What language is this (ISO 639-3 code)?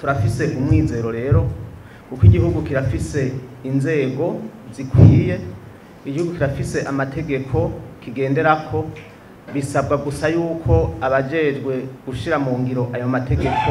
run